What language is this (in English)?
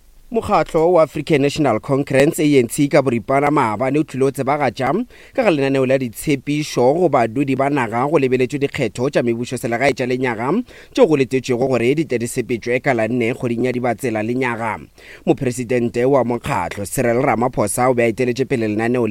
Northern Sotho